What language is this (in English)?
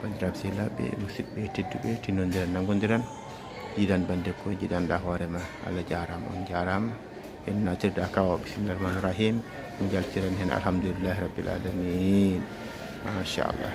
Fula